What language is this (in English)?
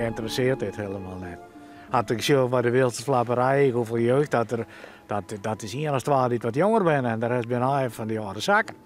Western Frisian